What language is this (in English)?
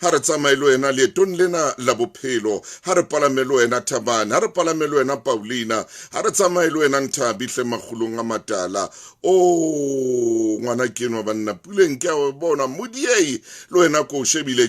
Southern Sotho